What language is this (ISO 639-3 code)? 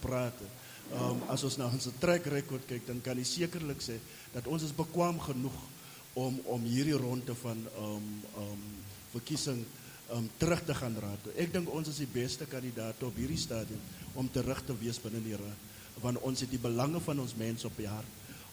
afr